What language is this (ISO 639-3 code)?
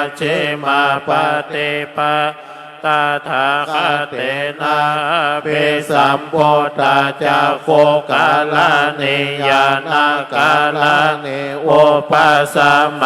pli